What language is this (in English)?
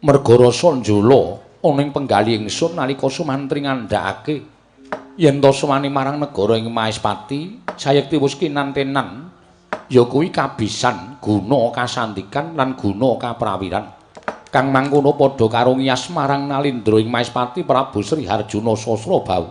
Javanese